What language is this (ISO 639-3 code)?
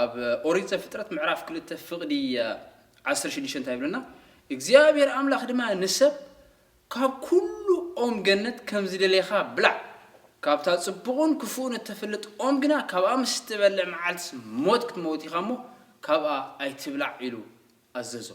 tir